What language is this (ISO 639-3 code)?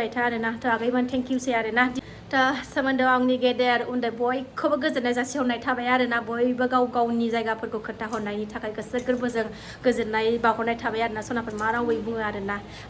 brx